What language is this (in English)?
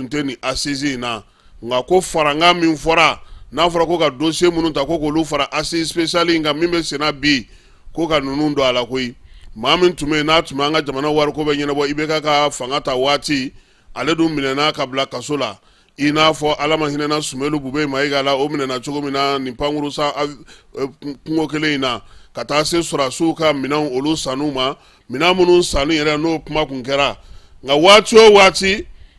Bambara